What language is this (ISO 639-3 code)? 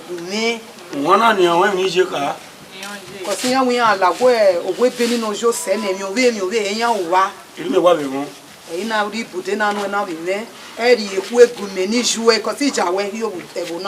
bin